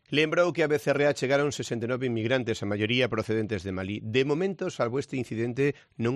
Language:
Galician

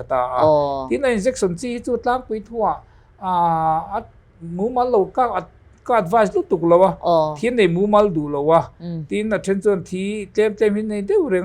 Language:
Mizo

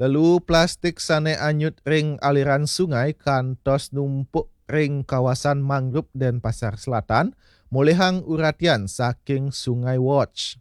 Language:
Balinese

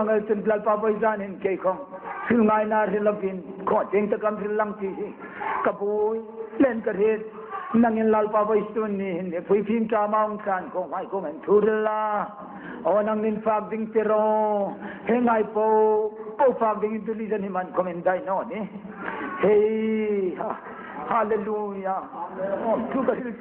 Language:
Hmar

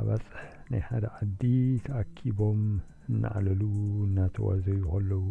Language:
Tigrinya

